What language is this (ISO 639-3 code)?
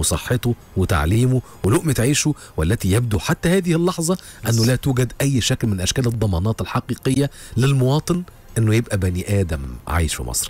arz